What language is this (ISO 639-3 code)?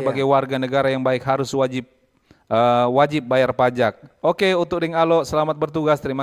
xmm